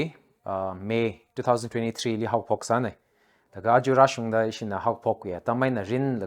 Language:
Tangkhul Naga (India)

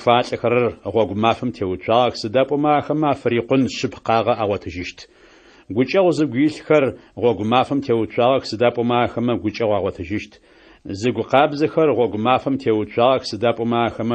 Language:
Adyghe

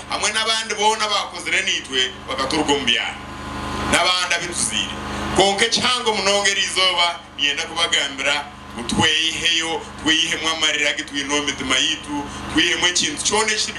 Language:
Nyankole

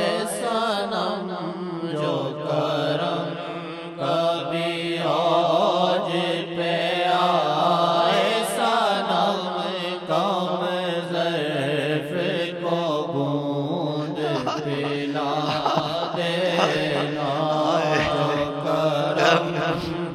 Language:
Urdu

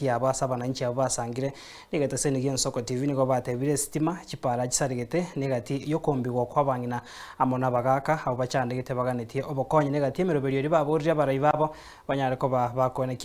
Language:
Gusii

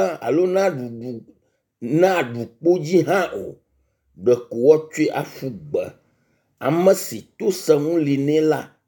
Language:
Ewe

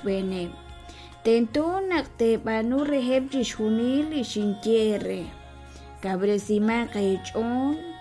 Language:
Kekchí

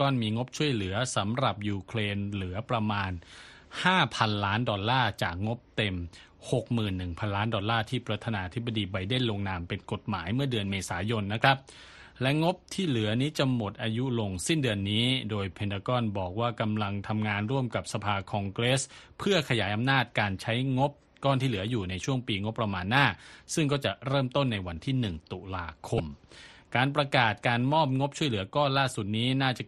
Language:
Thai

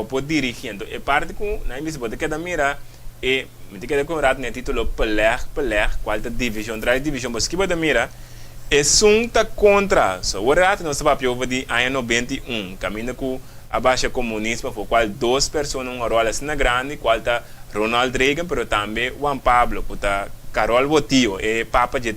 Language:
Papiamento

